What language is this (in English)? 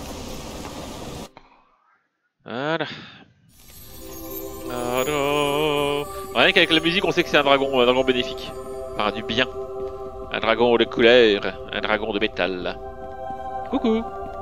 French